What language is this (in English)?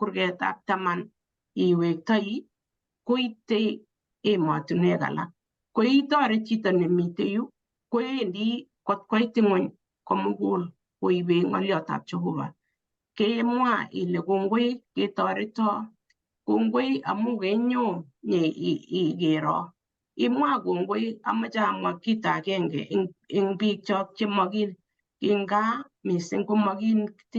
Kalenjin